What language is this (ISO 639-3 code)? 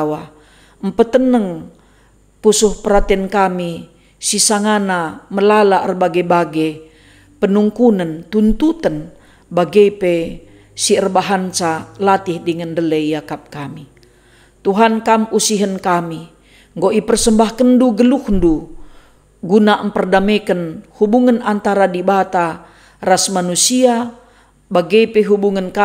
btx